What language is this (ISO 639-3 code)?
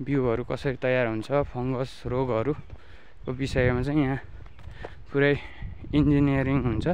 nep